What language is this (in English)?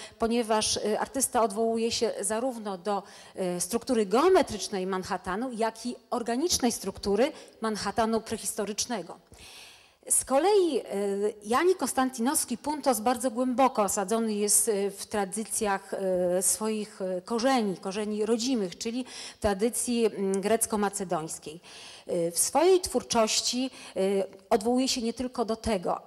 Polish